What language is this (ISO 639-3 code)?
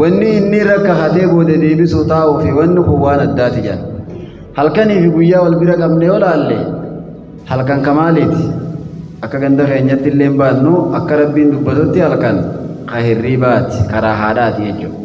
orm